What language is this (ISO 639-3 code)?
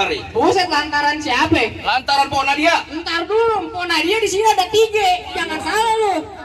bew